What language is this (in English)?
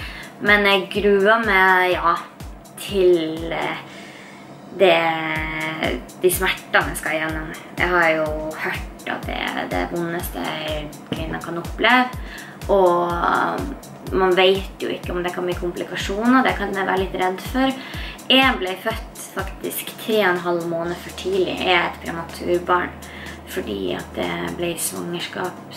Norwegian